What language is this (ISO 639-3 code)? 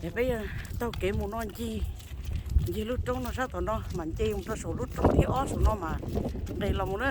hmn